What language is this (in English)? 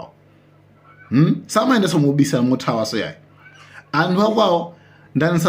Nyanja